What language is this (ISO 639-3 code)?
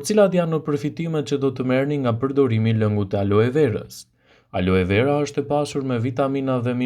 sqi